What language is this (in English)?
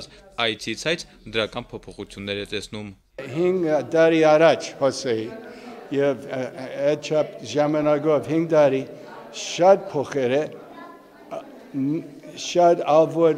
Armenian